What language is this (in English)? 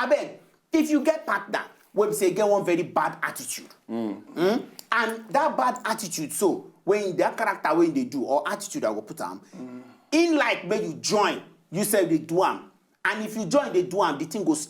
Nigerian Pidgin